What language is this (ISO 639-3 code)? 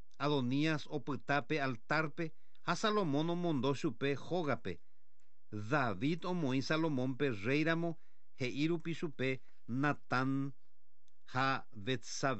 grn